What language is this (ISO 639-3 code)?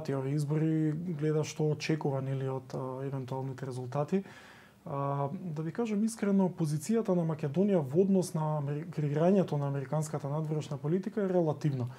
mkd